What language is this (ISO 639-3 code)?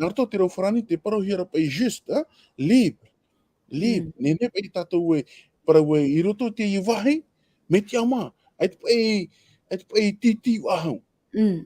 tah